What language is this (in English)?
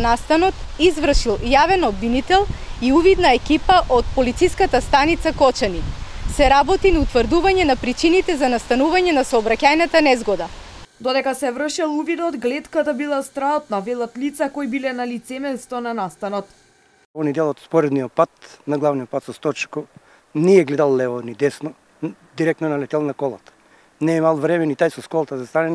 Macedonian